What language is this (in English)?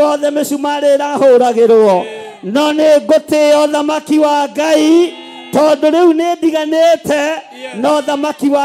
Kikuyu